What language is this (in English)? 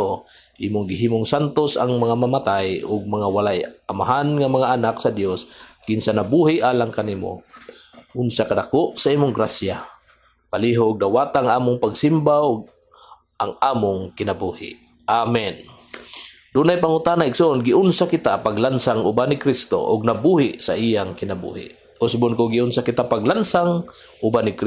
Cebuano